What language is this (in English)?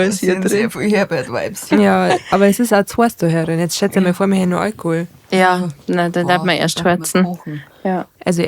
Bavarian